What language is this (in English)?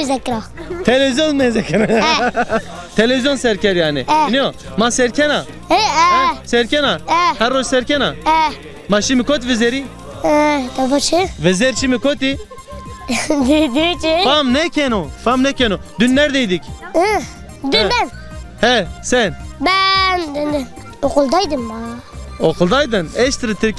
Zaza